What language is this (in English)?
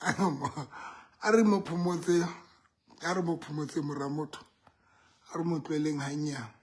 Southern Sotho